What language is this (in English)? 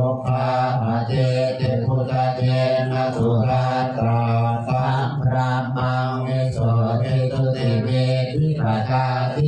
Pali